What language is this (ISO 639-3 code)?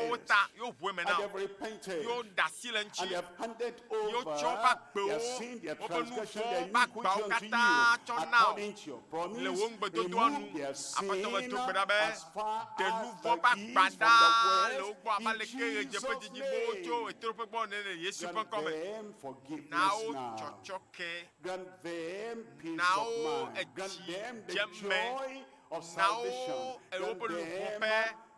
ewe